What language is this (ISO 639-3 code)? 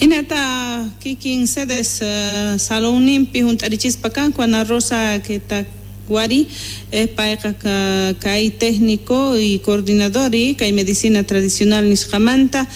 quh